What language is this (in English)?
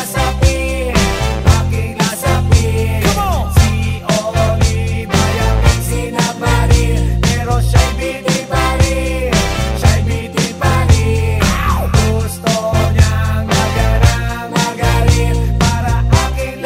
Filipino